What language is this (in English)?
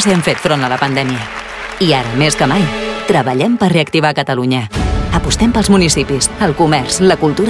Catalan